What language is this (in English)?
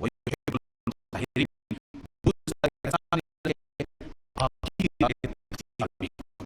Persian